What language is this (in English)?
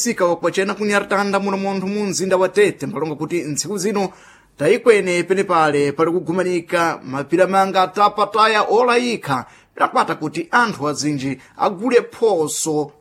Sena